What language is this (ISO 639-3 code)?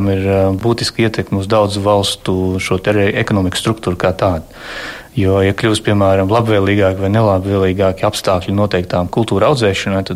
lav